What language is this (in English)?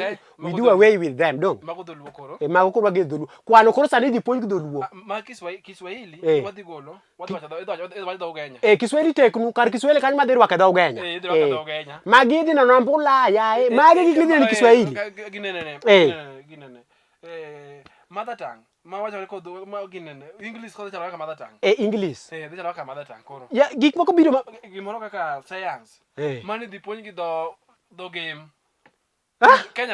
Luo (Kenya and Tanzania)